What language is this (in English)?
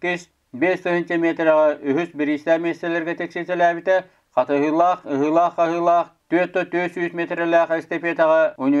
Yakut